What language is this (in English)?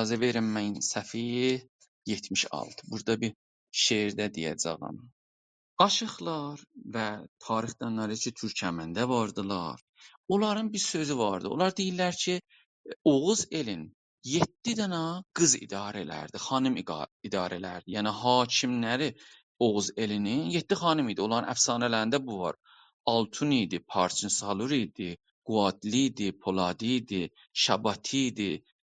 South Azerbaijani